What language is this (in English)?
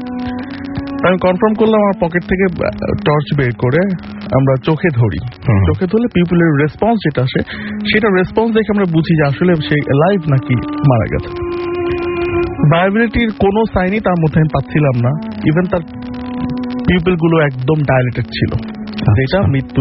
Bangla